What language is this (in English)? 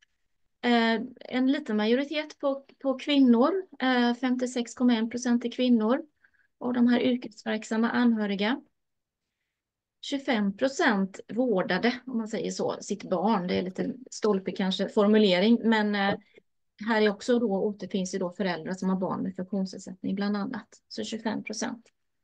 Swedish